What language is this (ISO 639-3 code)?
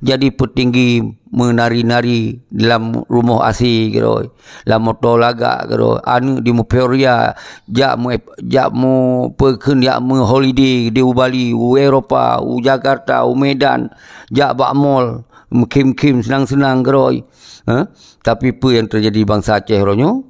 ace